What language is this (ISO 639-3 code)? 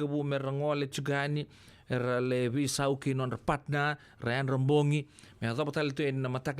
fij